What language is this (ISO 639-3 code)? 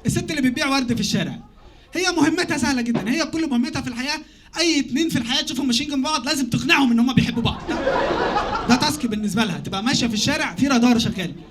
arz